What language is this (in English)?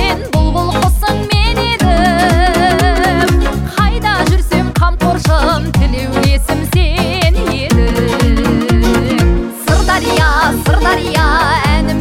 Kazakh